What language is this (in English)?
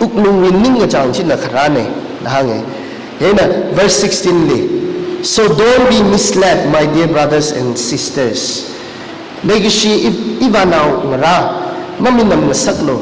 Tangkhul Naga (India)